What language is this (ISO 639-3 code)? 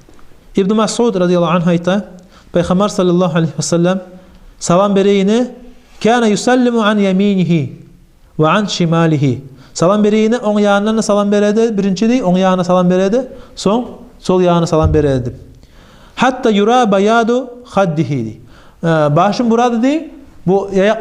kum